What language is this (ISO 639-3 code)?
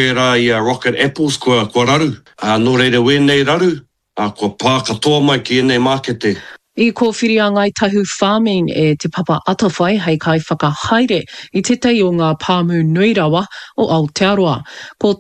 mri